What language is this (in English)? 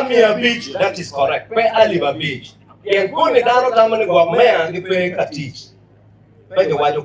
Acoli